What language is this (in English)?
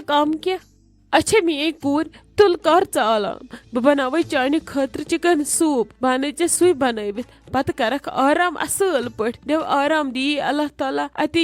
Kashmiri